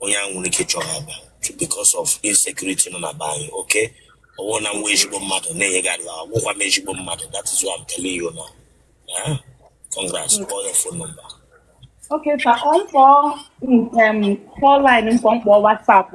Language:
Igbo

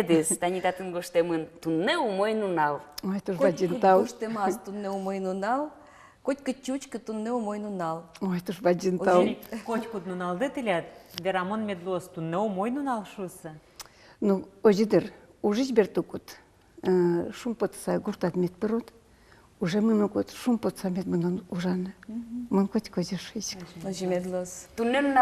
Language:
Udmurt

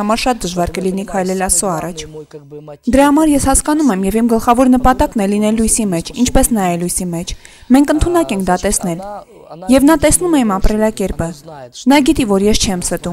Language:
Armenian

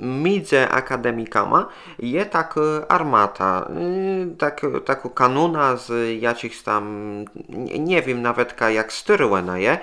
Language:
Kashubian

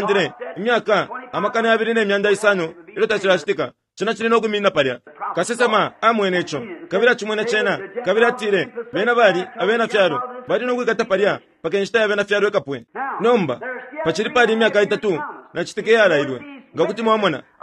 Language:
Bemba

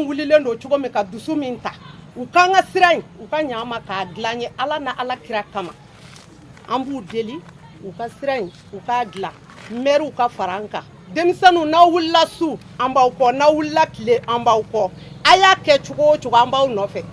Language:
Bambara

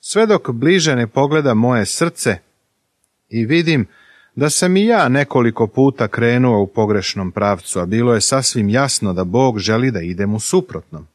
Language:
Serbian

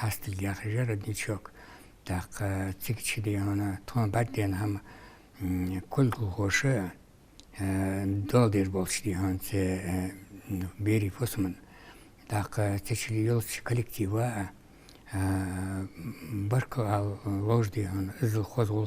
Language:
Ingush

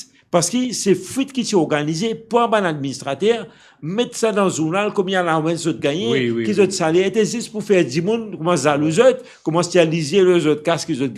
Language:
Morisyen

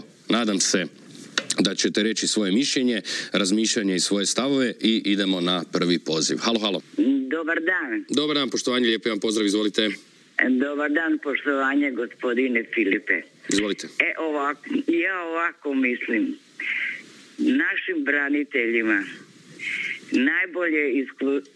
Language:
Croatian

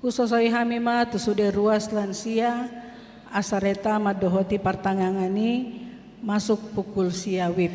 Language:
Batak Toba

